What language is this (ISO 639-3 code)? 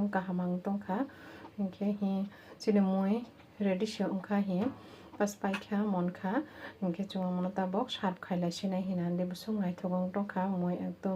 trp